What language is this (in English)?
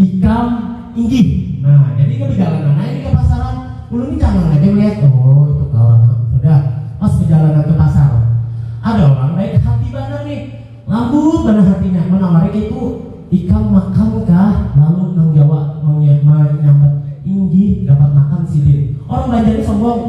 Banjar